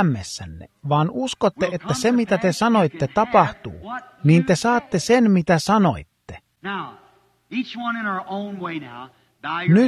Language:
Finnish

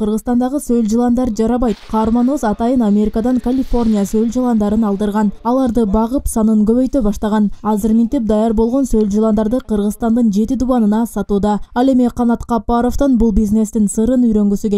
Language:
Kyrgyz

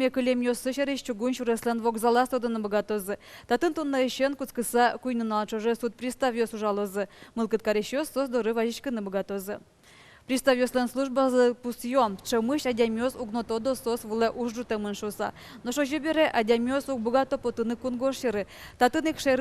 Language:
Udmurt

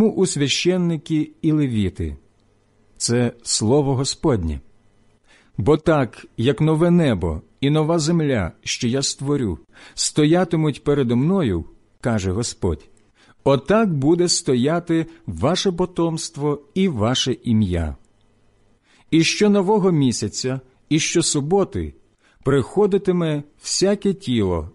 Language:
Ukrainian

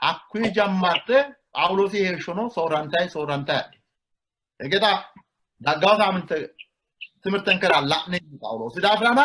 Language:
Sidamo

